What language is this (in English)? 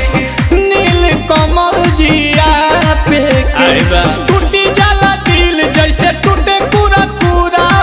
Bhojpuri